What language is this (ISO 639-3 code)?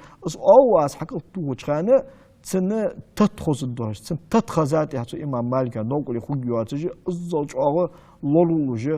inh